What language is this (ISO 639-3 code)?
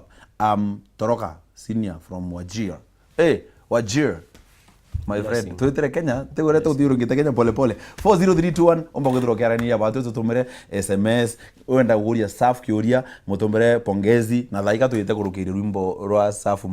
mer